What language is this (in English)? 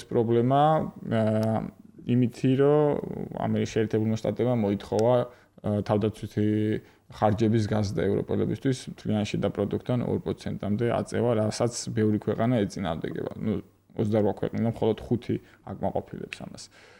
Georgian